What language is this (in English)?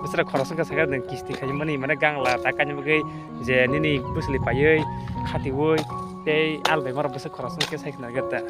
Kok Borok